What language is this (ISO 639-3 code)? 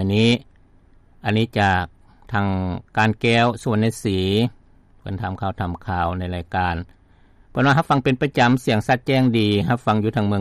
lao